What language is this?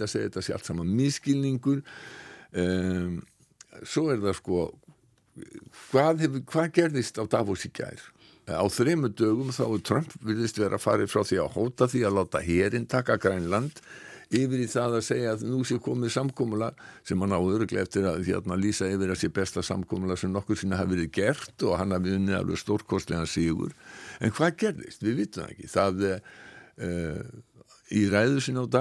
Icelandic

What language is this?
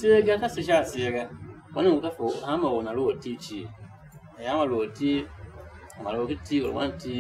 Tiv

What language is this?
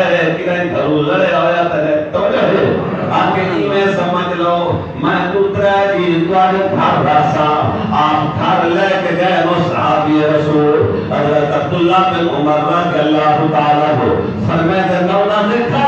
Saraiki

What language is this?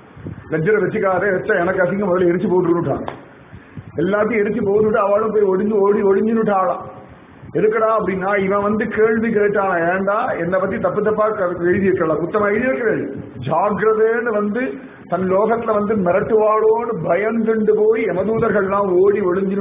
Tamil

